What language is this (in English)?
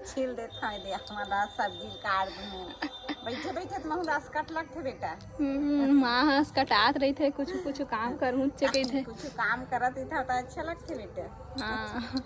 Chhattisgarhi